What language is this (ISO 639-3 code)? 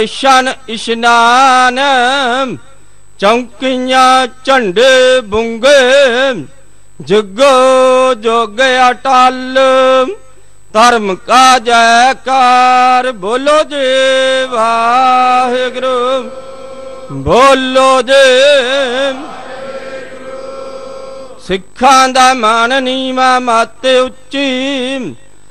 pan